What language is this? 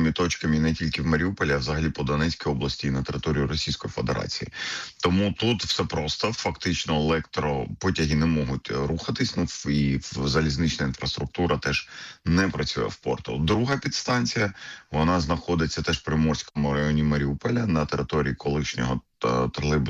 Ukrainian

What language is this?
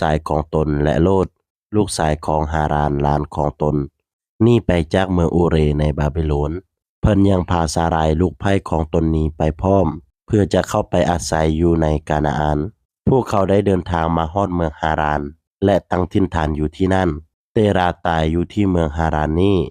Lao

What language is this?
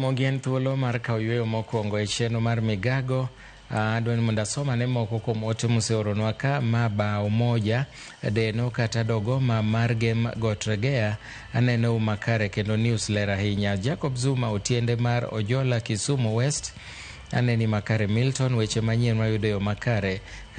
Luo (Kenya and Tanzania)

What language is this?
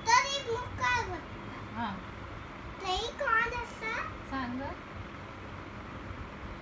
Marathi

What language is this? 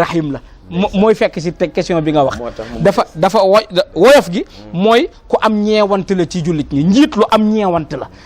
Wolof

